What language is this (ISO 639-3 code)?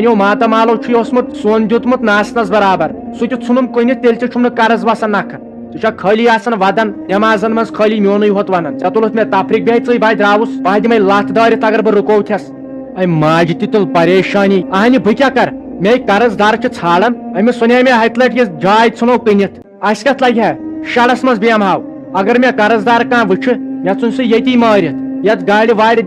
kas